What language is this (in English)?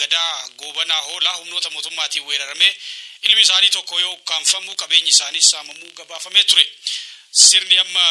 Oromo